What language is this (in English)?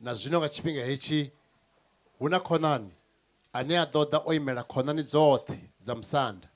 Venda